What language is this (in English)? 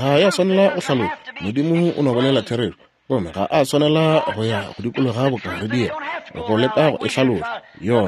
Northern Sotho